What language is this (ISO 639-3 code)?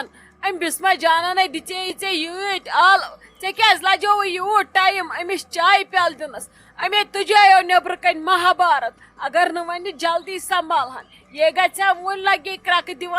kas